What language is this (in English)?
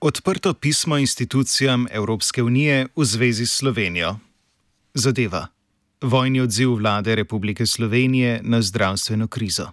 Slovenian